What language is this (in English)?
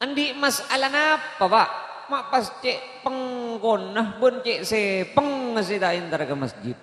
Madurese